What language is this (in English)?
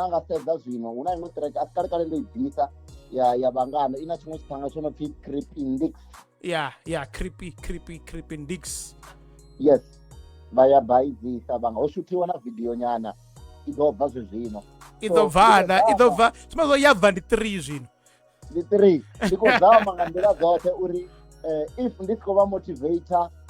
Venda